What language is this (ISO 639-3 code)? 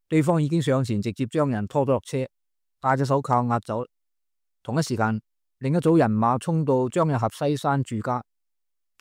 yue